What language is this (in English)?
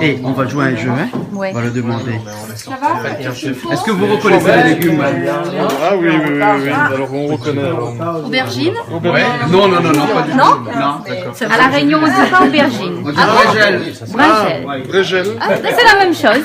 Réunion Creole French